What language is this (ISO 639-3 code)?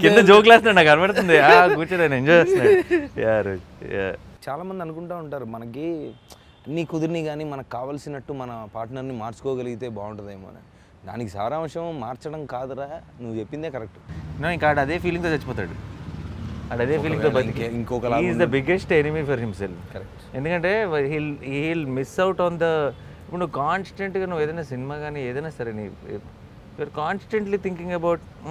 tel